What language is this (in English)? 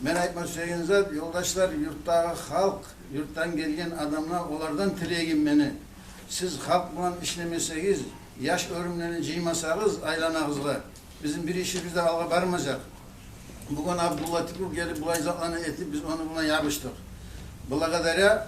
Kumyk